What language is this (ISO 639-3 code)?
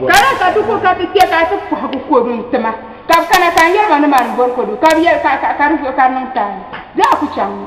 dag